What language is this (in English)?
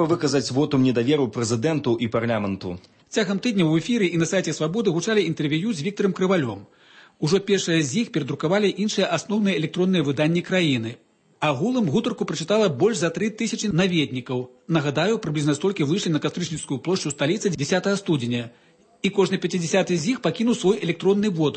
Belarusian